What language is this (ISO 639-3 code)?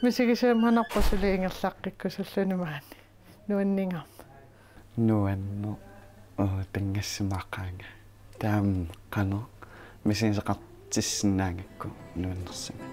kal